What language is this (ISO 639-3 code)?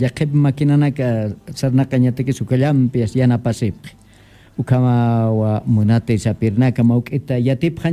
aym